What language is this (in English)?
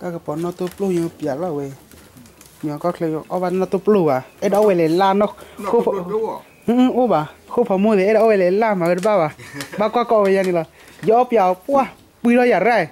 S'gaw Karen